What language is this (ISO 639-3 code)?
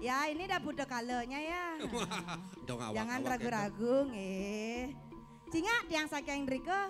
ban